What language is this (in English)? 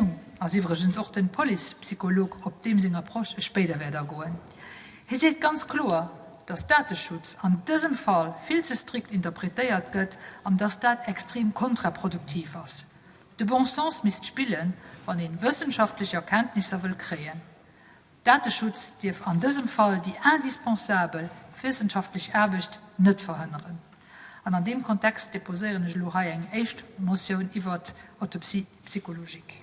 Luxembourgish